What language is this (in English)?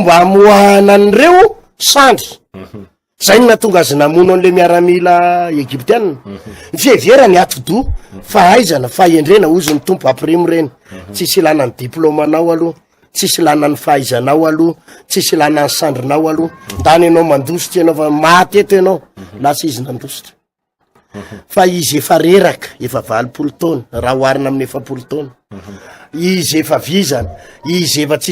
Malagasy